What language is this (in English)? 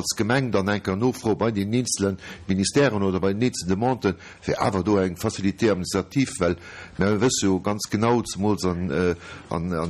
Luxembourgish